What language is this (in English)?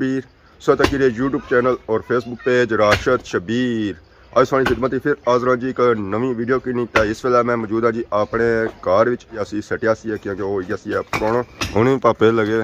Pahari-Potwari